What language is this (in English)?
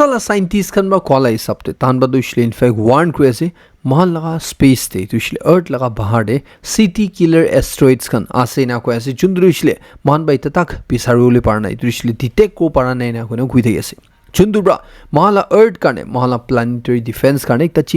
Naga Pidgin